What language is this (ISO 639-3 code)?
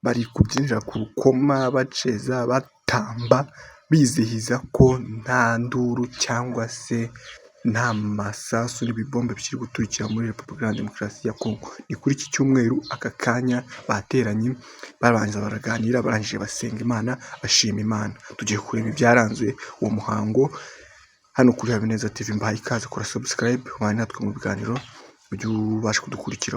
kin